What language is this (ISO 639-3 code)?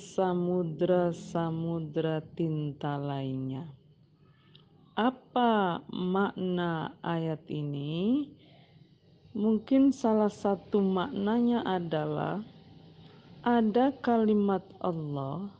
ind